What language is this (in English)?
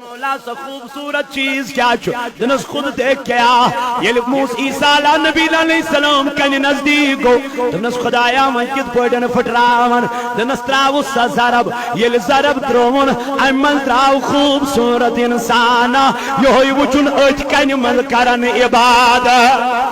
Kashmiri